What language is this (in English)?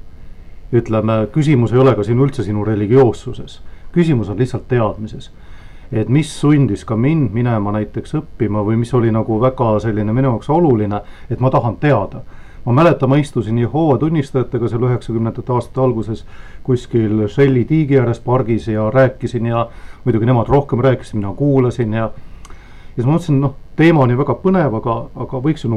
Estonian